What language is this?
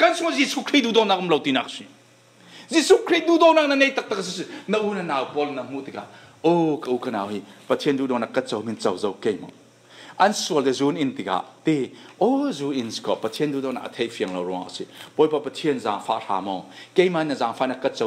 Falam Chin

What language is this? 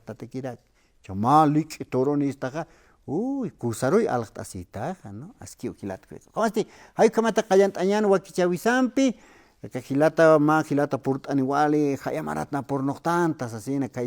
Aymara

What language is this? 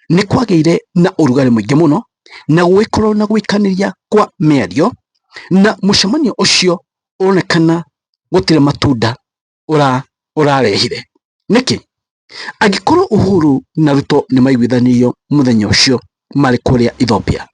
Kikuyu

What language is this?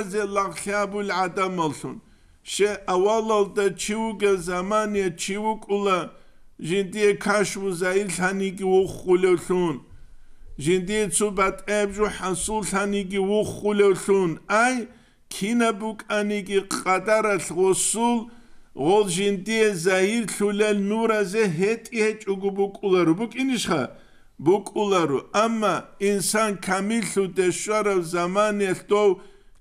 Avaric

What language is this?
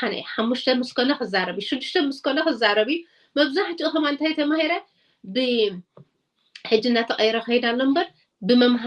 Tigrinya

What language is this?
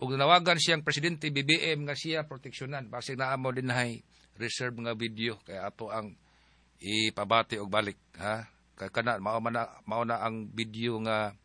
Cebuano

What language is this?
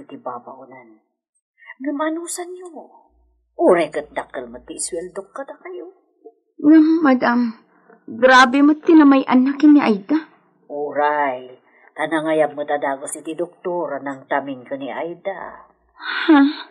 Iloko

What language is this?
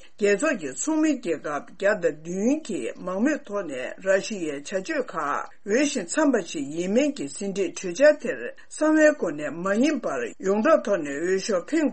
Tibetan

